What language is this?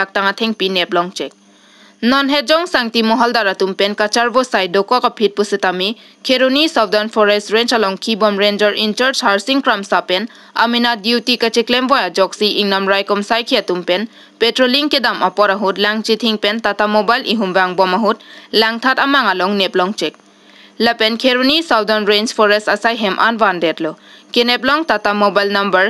Karbi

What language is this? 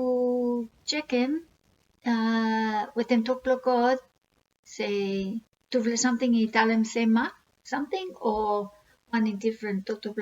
Bislama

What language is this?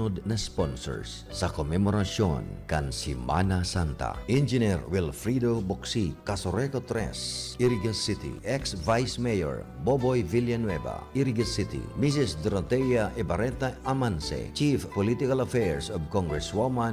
Bikol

